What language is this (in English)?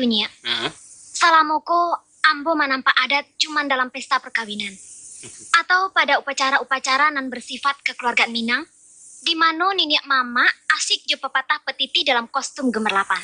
Minangkabau